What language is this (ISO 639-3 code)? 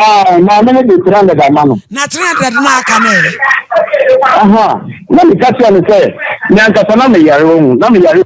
aka